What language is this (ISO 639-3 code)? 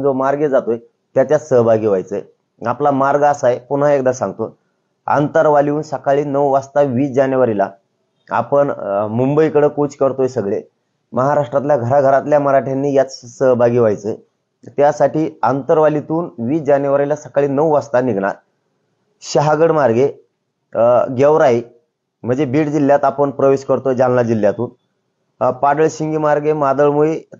mar